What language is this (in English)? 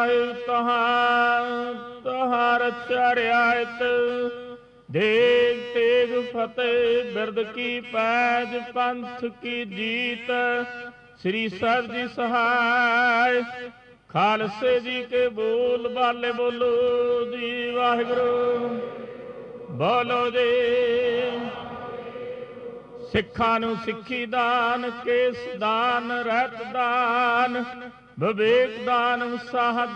Punjabi